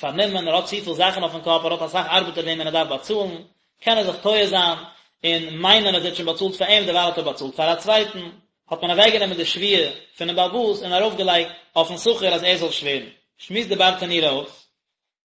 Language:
Yiddish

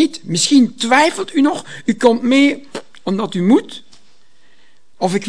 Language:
Dutch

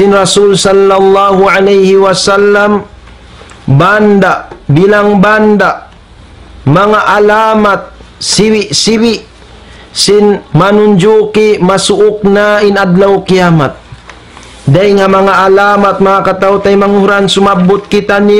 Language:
Tausug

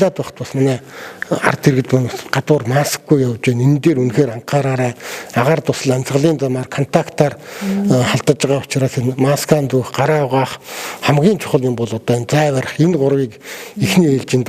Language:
Mongolian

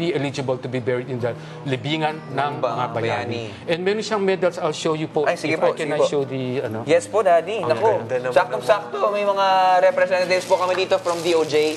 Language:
Filipino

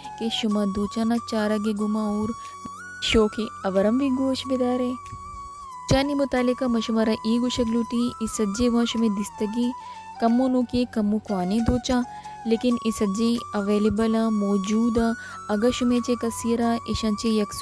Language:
Baluchi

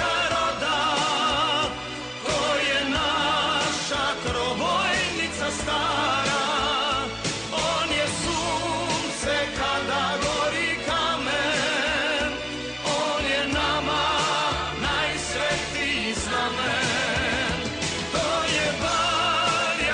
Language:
Croatian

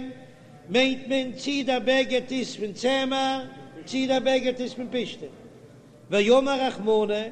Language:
Yiddish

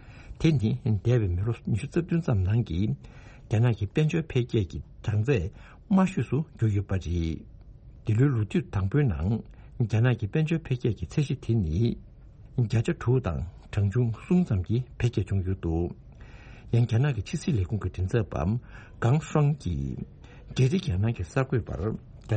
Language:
Tibetan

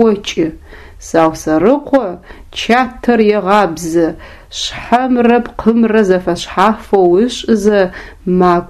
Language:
Adyghe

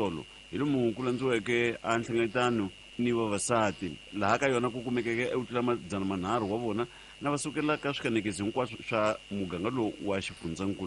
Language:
Tsonga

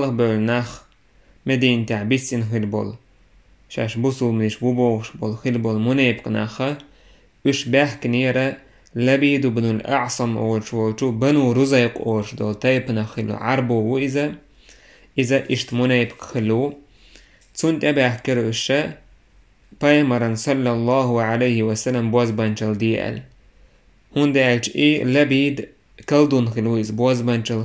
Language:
Chechen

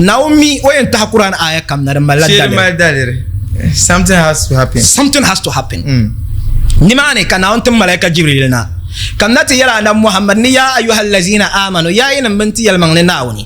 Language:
Dagbani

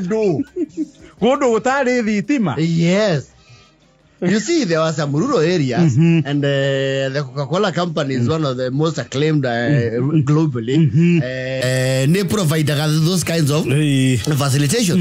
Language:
Kikuyu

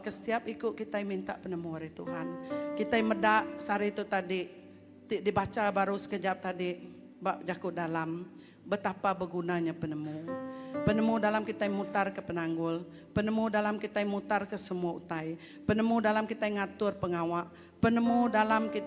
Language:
Iban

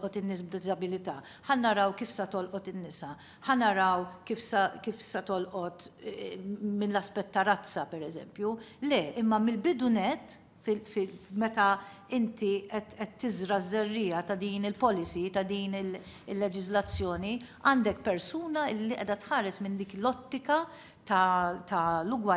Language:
Maltese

